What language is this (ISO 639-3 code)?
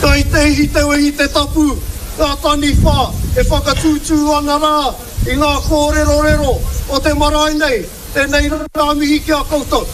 mri